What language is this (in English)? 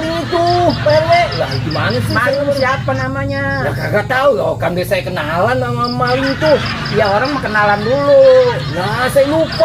Betawi